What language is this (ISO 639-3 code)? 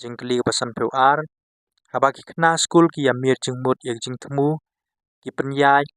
kha